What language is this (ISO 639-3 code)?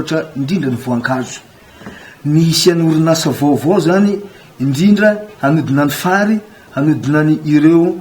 mlg